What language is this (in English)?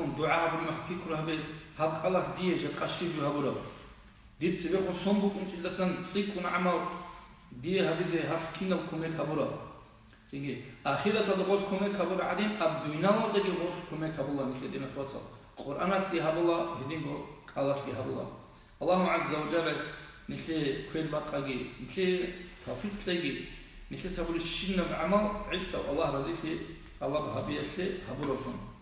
Avaric